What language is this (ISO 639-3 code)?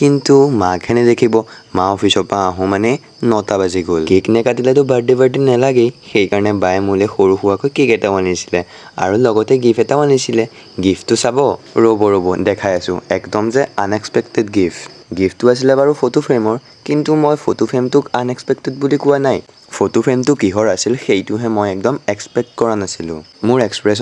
asm